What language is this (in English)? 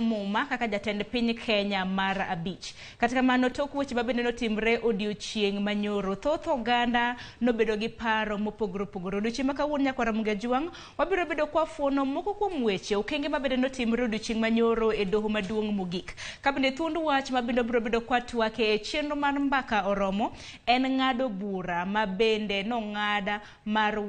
Luo (Kenya and Tanzania)